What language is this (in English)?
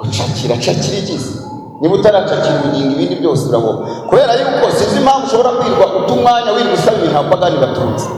Kinyarwanda